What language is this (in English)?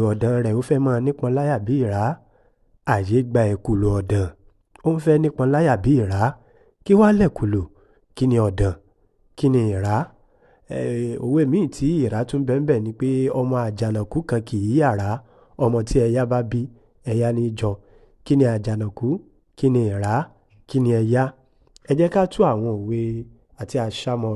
Yoruba